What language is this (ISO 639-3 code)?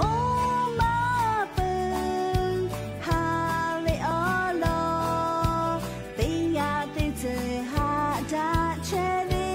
lhu